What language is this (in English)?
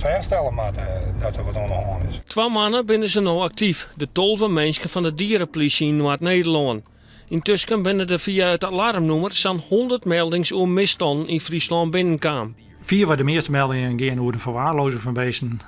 Western Frisian